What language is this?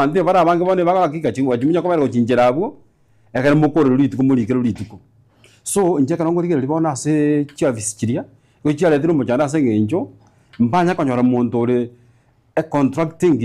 Gusii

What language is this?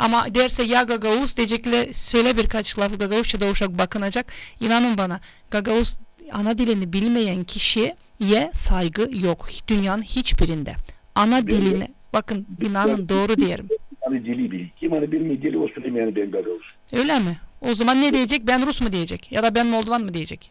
Gagauz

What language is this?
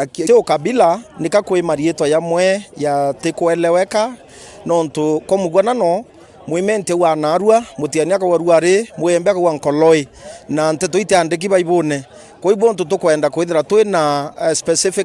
Meru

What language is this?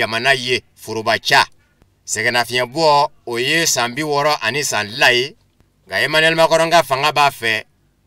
Bambara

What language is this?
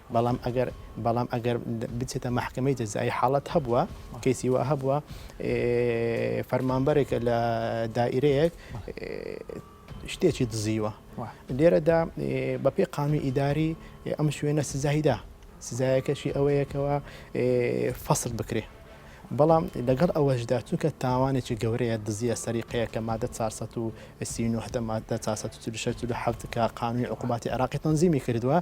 Central Kurdish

